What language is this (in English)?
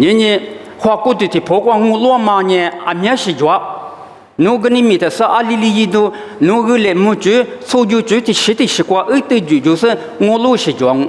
Lisu